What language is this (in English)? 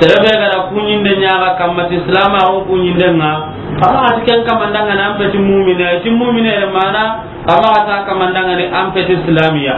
Soninke